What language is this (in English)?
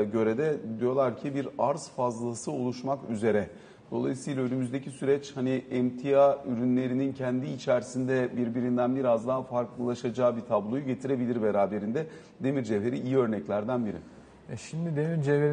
Turkish